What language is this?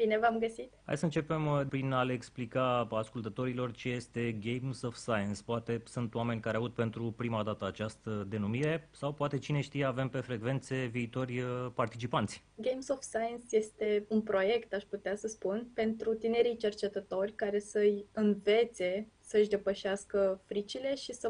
Romanian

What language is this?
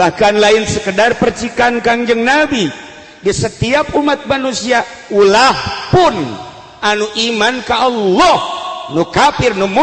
Sundanese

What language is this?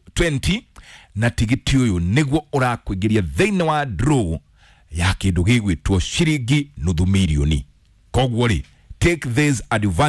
Kikuyu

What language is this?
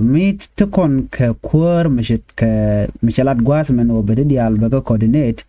Nuer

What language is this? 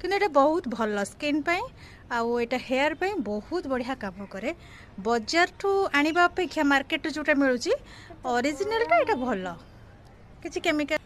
Odia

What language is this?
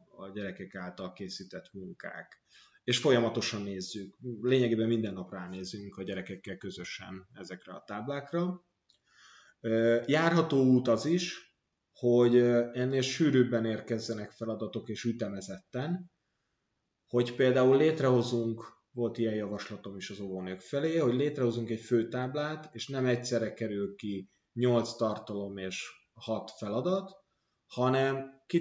Hungarian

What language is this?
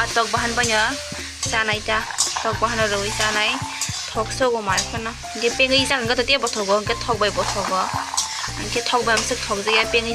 Kok Borok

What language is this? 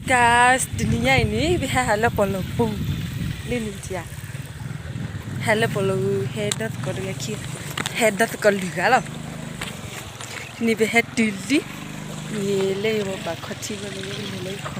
S'gaw Karen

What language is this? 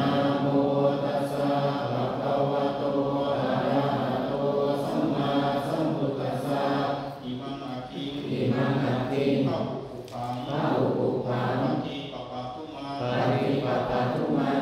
Pali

